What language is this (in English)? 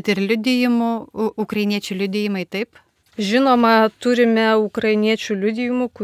Lithuanian